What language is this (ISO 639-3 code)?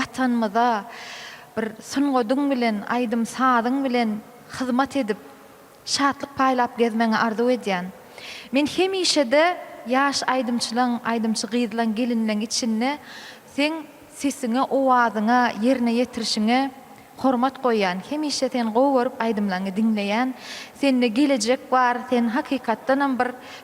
tuk